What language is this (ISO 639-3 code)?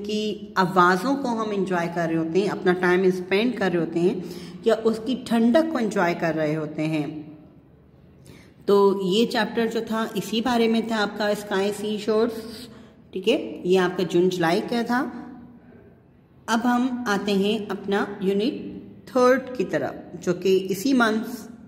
hin